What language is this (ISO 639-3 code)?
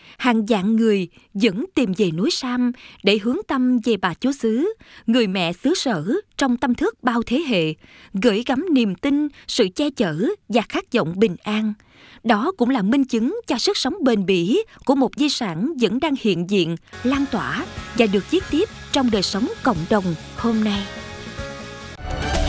vie